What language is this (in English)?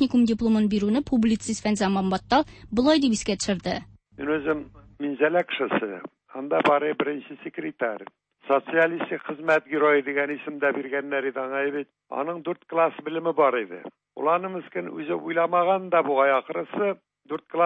Tatar